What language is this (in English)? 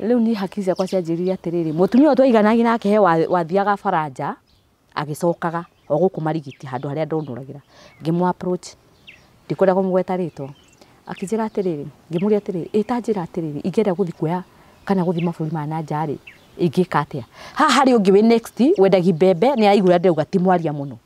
Kikuyu